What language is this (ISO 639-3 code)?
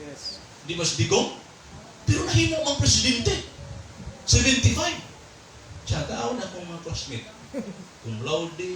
ceb